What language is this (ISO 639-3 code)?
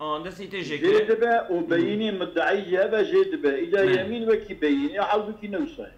kur